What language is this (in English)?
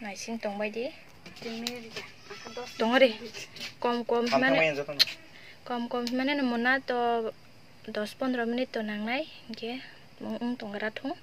Kok Borok